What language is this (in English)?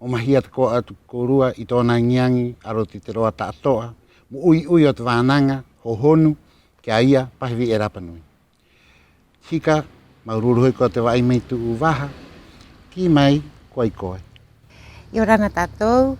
Rapanui